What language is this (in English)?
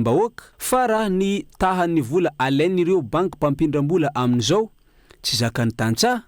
Malagasy